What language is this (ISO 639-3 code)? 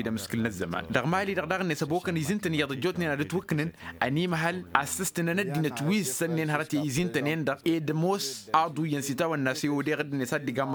taq